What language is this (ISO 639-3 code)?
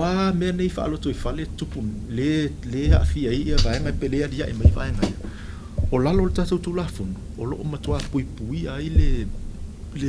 smo